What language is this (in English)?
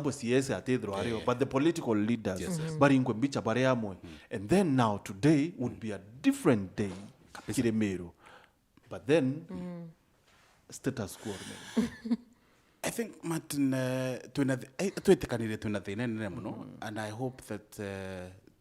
Meru